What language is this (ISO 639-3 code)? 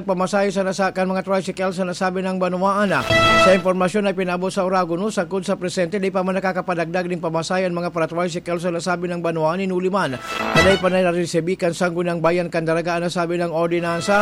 bik